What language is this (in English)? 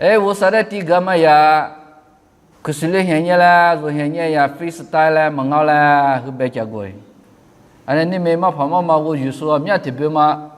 Lisu